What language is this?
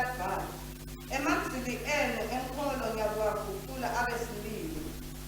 Swati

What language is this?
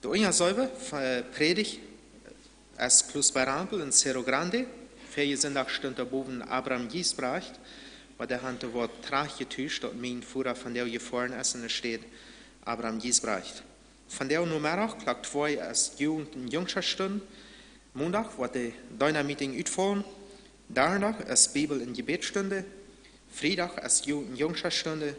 Plautdietsch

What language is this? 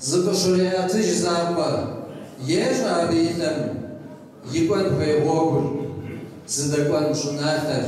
Kabardian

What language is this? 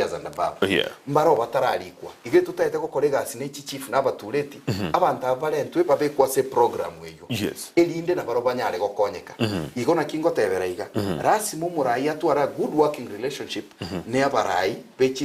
Gusii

